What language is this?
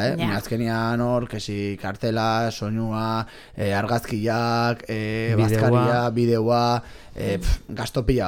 Basque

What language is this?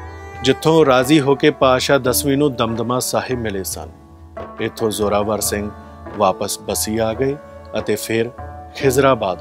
Punjabi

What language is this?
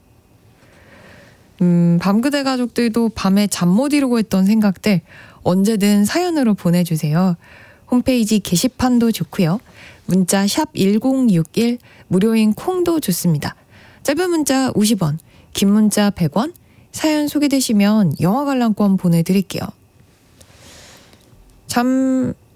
Korean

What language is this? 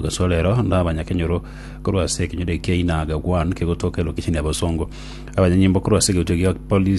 Gusii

